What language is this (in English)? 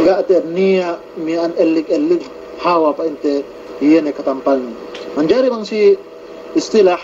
Yakan